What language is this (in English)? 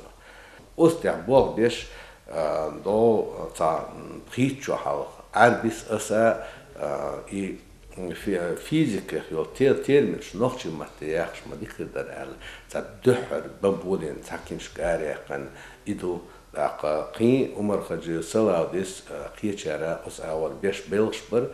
Chechen